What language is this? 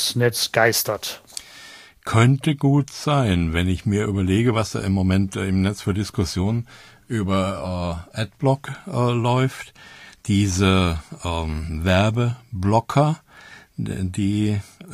German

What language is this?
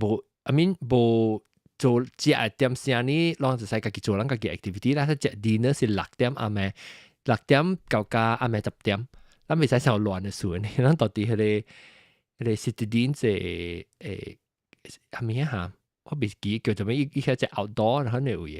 Min Nan Chinese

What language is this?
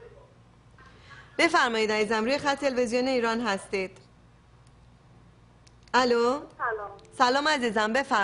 Persian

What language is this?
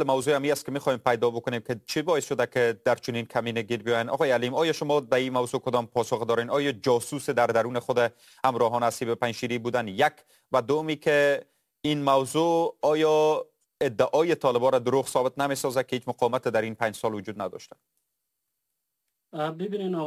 Persian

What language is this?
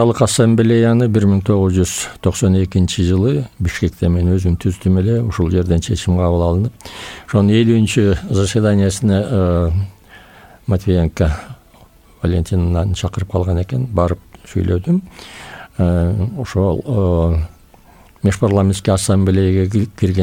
Kyrgyz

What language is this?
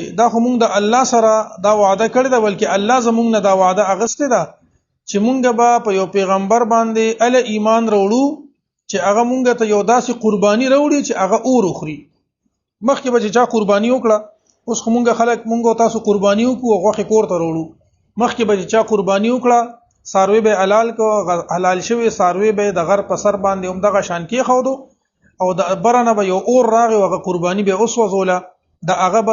Pashto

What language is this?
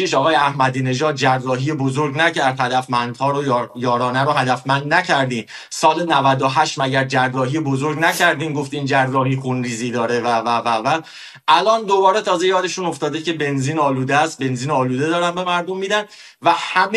Persian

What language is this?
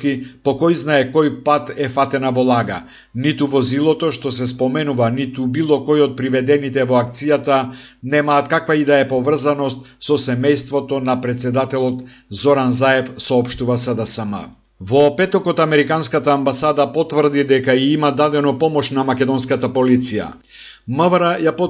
Macedonian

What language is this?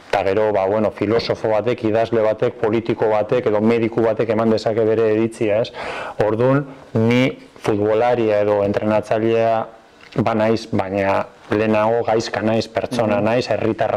Basque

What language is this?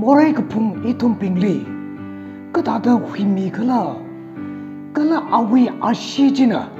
Tangkhul Naga (India)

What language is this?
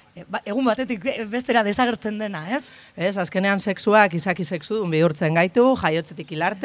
Basque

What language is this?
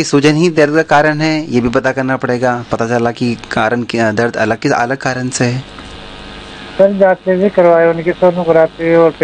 Hindi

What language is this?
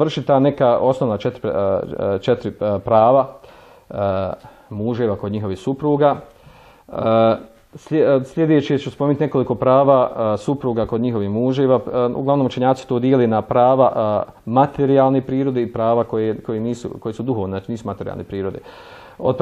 Bosnian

